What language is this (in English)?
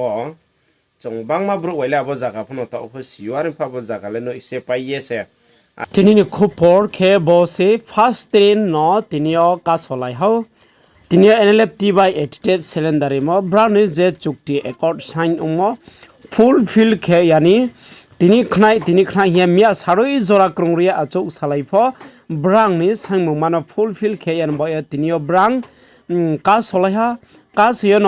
Riang (India)